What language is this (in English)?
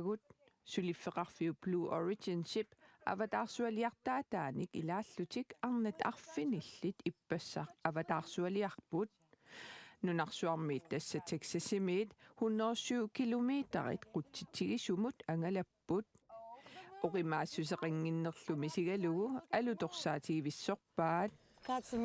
Kalaallisut